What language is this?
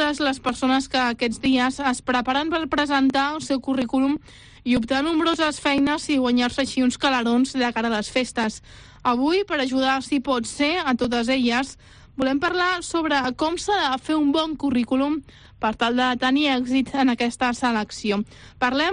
Catalan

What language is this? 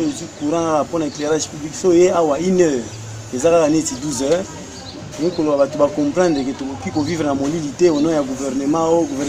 Lingala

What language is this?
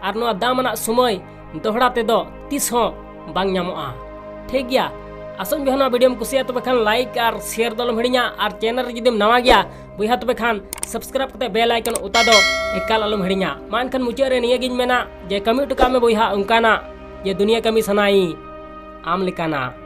Santali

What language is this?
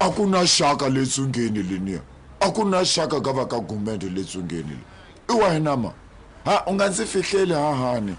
Tsonga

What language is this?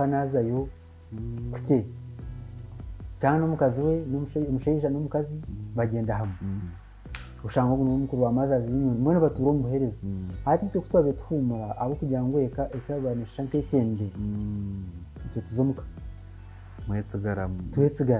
Kinyarwanda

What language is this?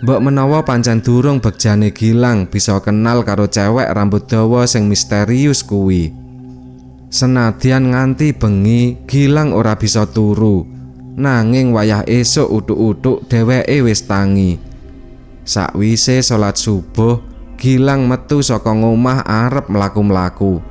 Javanese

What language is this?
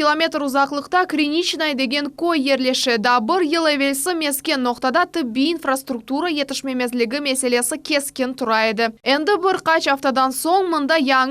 Crimean Tatar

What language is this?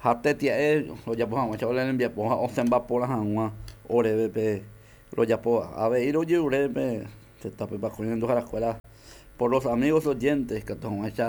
Guarani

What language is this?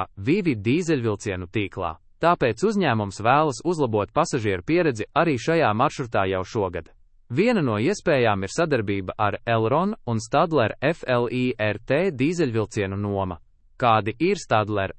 Latvian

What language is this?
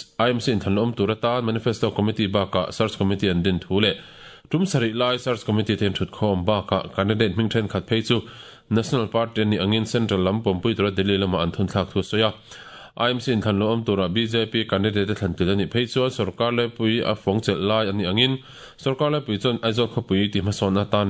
Mizo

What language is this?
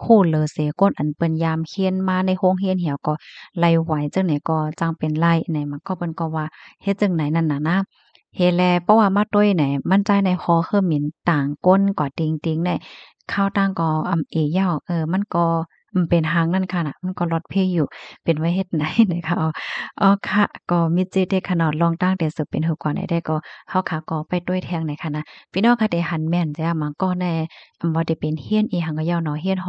Shan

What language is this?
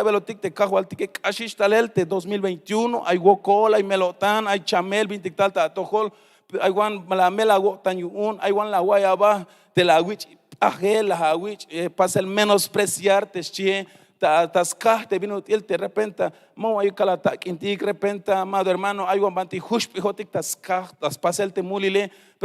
Tzeltal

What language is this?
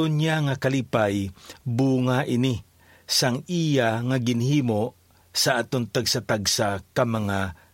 Hiligaynon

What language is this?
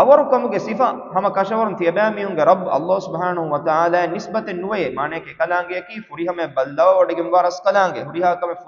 Divehi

